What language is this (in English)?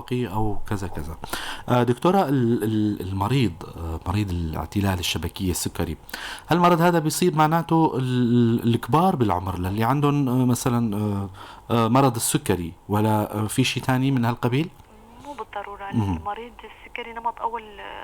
North Levantine Arabic